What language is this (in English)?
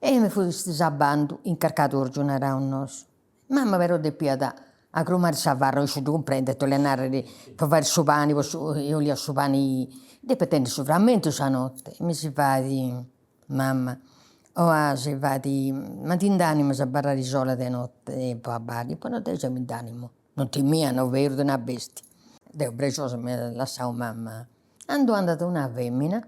Sardinian